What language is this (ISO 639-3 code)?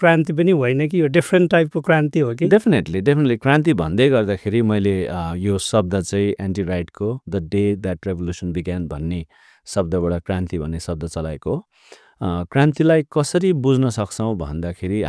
nep